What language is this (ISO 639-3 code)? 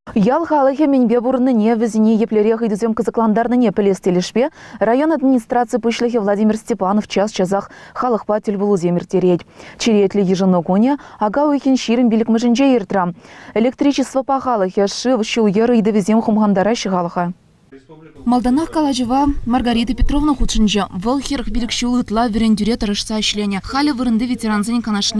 chv